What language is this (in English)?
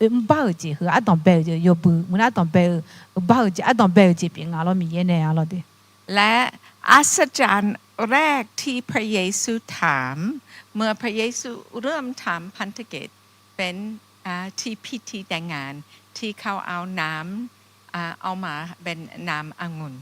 Akha